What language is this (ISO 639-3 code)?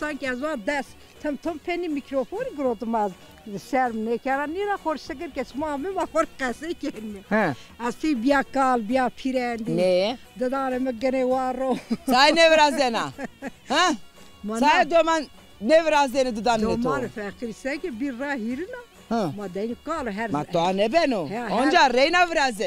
zza